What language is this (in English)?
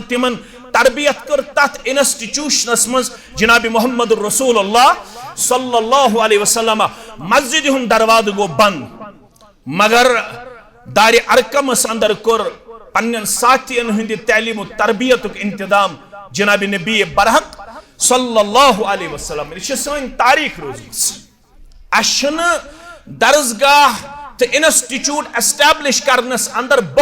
Kashmiri